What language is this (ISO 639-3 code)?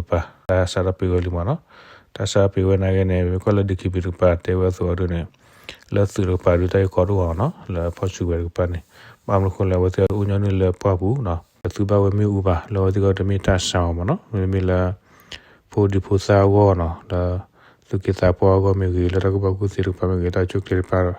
ksw